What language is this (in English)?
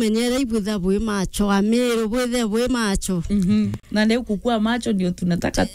Meru